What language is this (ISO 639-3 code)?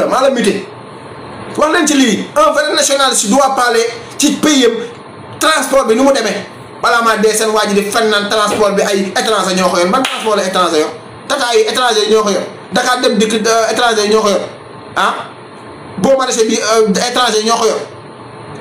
wol